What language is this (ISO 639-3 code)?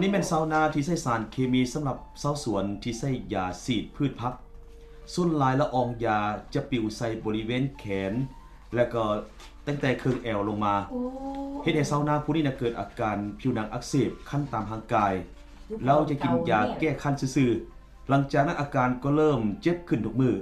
lao